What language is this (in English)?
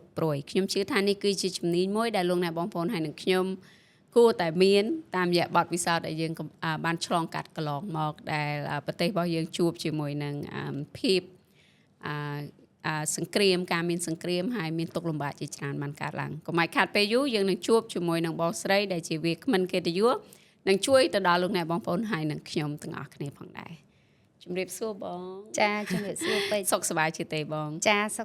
Khmer